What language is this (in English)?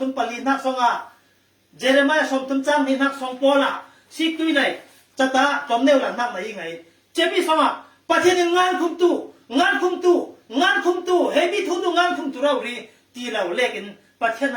Falam Chin